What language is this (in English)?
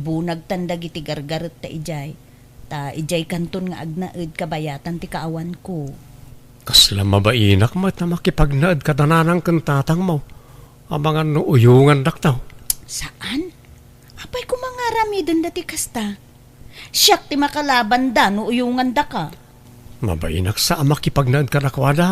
Iloko